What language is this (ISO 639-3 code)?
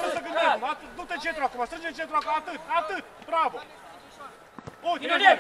ron